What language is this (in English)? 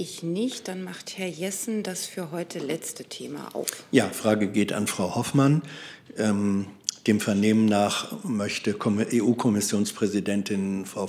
German